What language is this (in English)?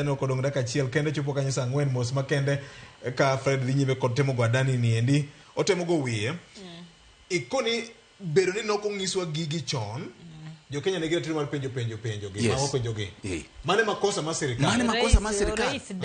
Luo (Kenya and Tanzania)